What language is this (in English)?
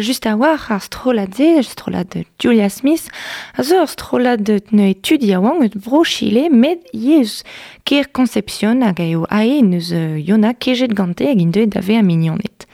Breton